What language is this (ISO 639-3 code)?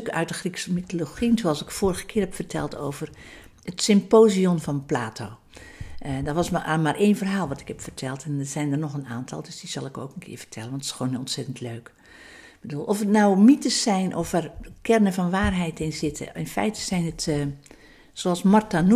nld